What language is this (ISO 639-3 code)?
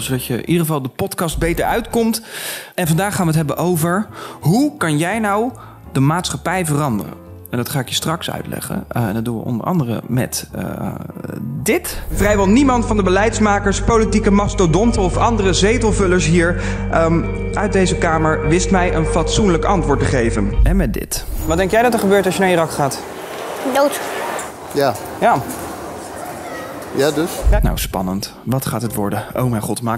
nld